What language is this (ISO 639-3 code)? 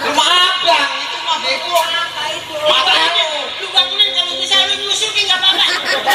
bew